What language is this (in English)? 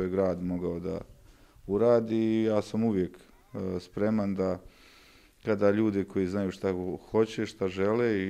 Bosnian